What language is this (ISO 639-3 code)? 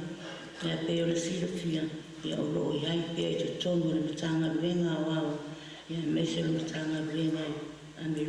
smo